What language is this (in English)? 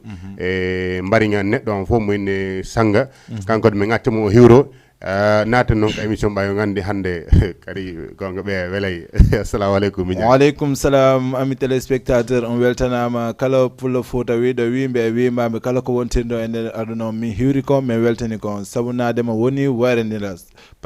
Fula